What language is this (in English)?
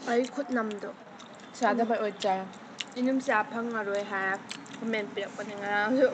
Manipuri